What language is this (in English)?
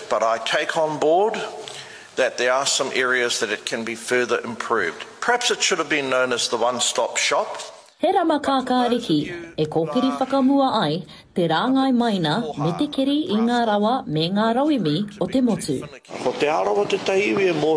Māori